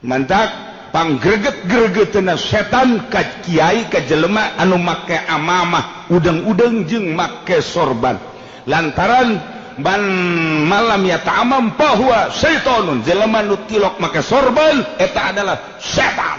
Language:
Sundanese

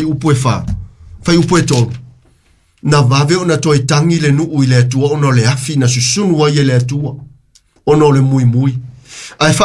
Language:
Samoan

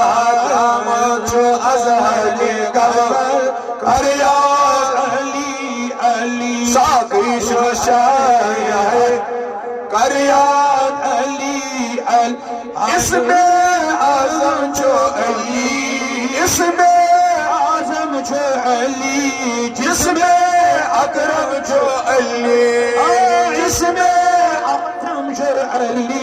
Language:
Kashmiri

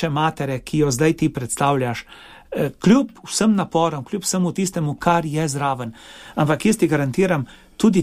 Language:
Slovenian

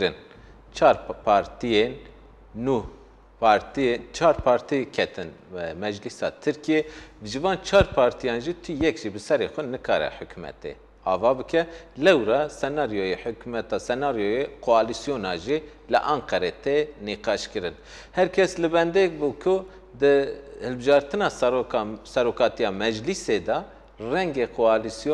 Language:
Kurdish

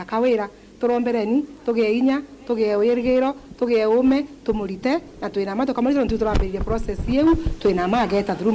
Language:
Meru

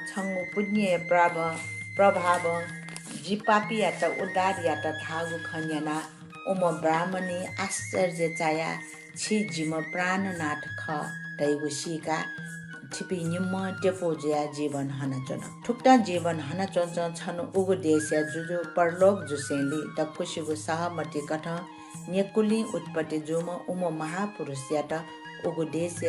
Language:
Newari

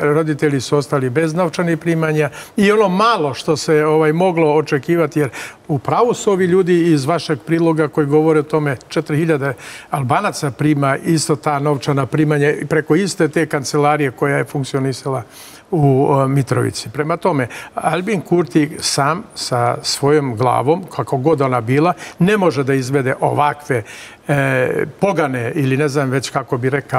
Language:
Serbian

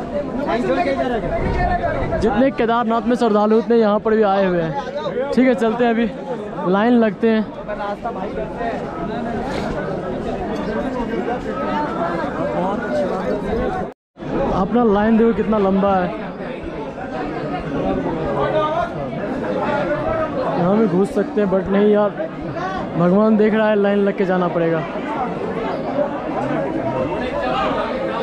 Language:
Hindi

